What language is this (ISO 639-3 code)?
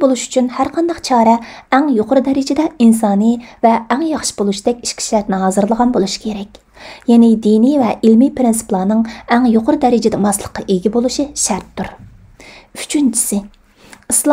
uig